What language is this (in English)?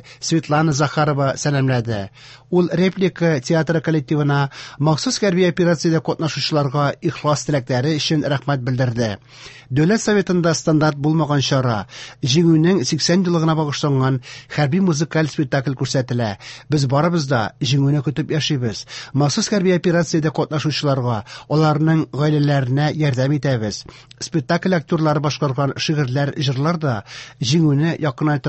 Tatar